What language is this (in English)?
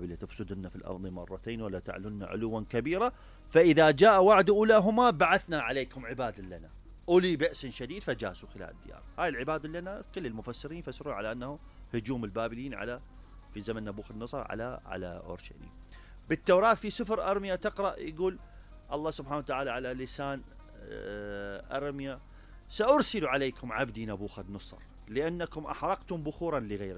Mesopotamian Arabic